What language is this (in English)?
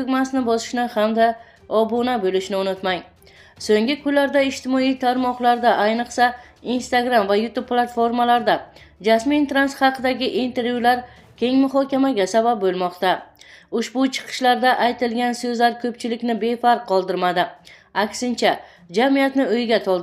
Uzbek